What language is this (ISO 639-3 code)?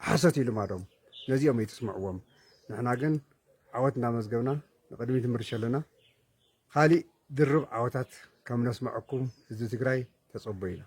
tir